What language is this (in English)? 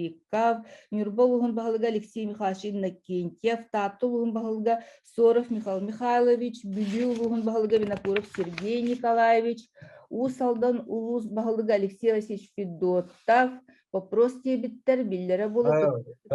Yakut